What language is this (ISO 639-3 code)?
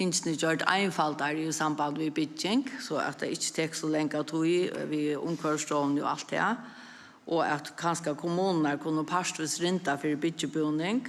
fao